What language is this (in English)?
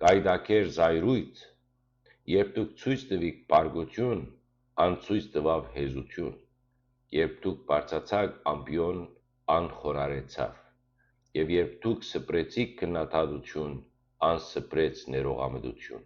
Western Armenian